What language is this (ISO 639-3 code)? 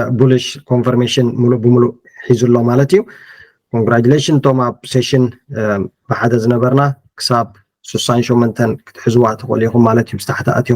tir